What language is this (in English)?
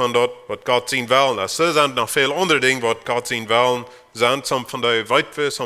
Plautdietsch